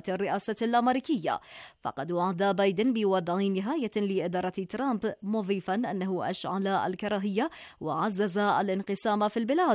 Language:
Arabic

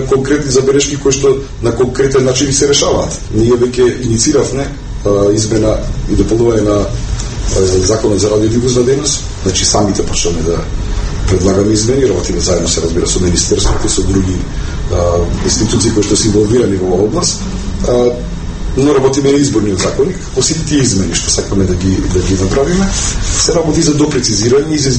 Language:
Macedonian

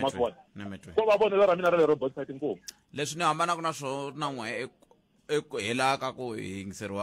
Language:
Tsonga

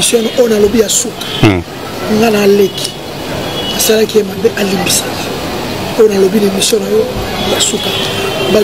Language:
Lingala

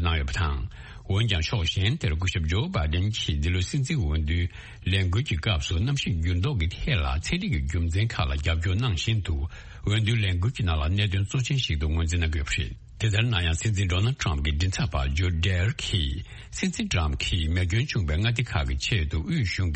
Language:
Tibetan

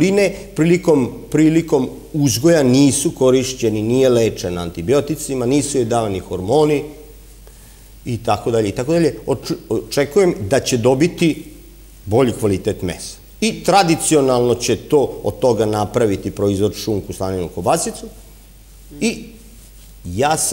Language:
Serbian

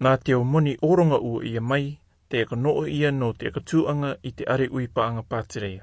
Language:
Rarotongan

